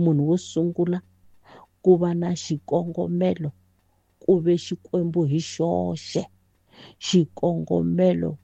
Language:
Tsonga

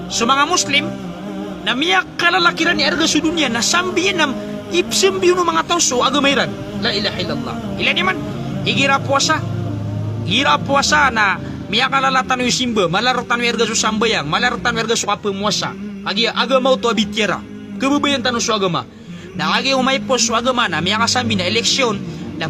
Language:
Maranao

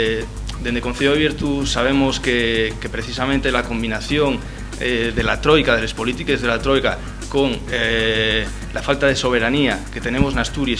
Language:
Asturian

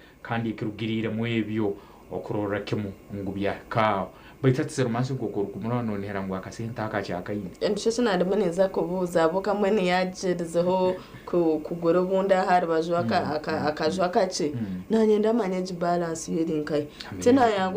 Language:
Nyankole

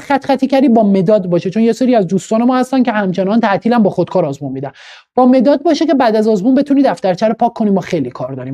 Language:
Persian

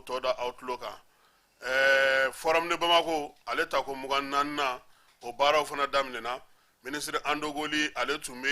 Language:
Bambara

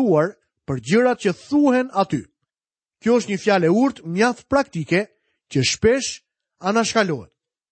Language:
Albanian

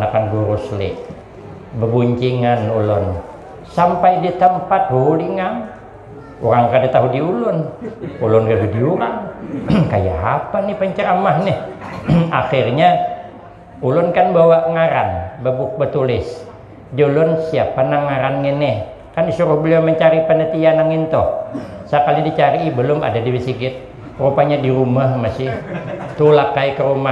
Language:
Banjar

